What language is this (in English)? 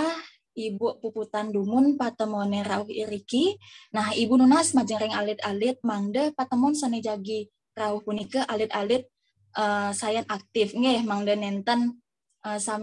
Balinese